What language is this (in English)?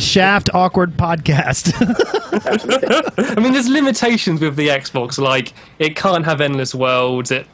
English